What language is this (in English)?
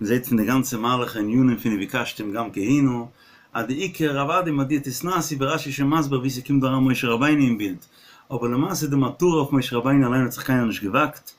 Yiddish